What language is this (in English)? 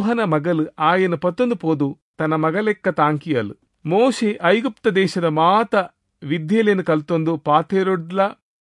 Tulu